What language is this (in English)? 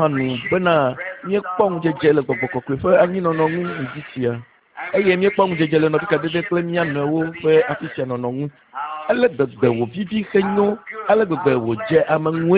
Ewe